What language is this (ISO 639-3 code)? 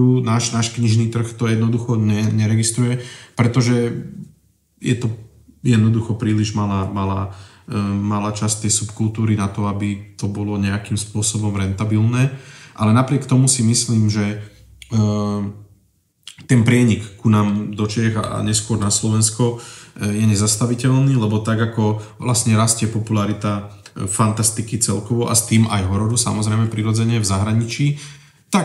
slk